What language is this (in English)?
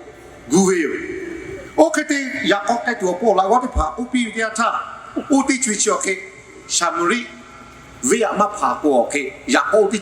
Lahu